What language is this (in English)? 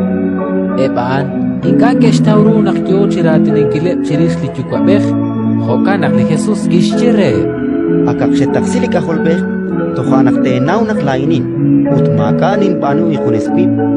Kekchí